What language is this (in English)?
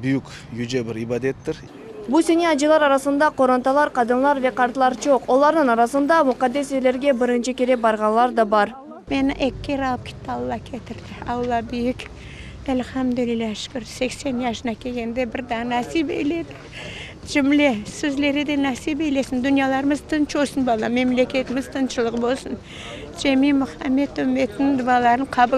Crimean Tatar